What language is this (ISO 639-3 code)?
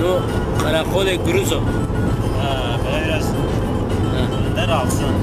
zza